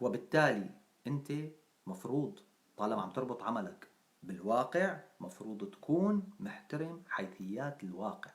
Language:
North Levantine Arabic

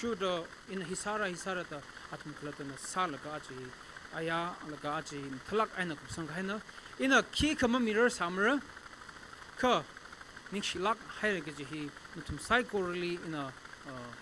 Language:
Tangkhul Naga (India)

